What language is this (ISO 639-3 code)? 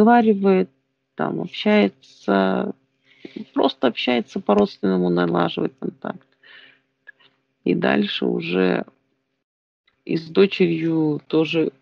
rus